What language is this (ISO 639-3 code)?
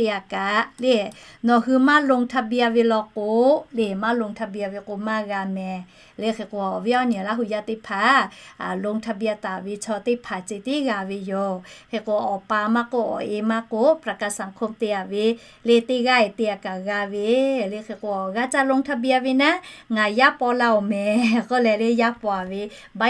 lhu